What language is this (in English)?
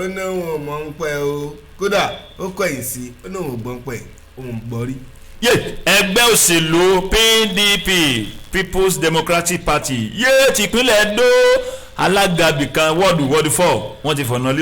Yoruba